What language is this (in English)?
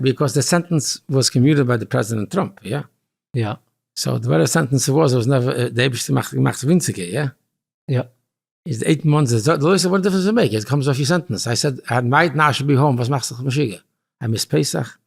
Yiddish